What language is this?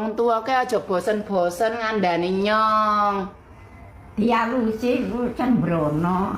Javanese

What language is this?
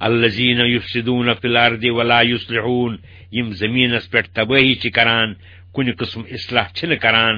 Kashmiri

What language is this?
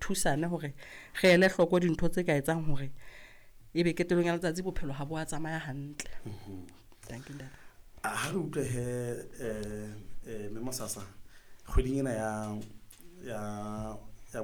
Southern Sotho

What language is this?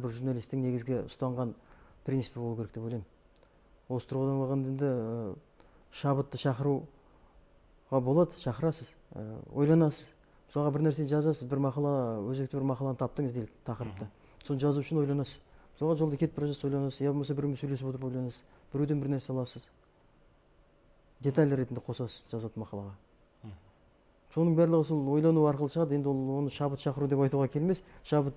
Kazakh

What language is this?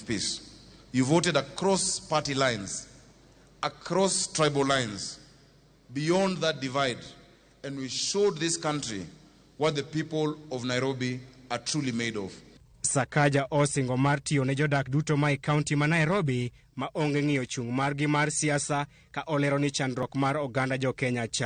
Luo (Kenya and Tanzania)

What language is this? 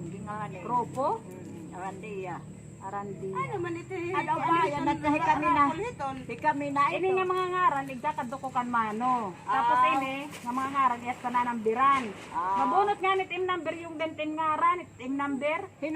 Waray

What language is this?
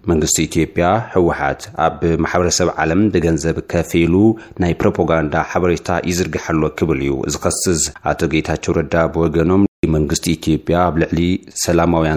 Tigrinya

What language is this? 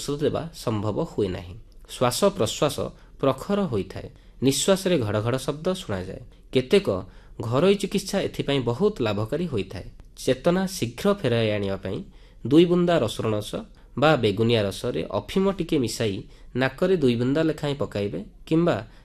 Odia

